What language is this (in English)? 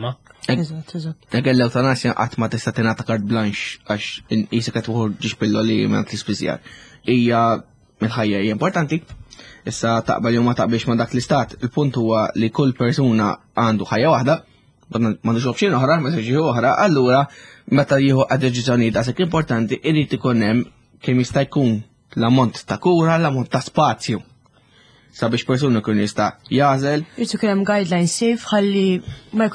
Maltese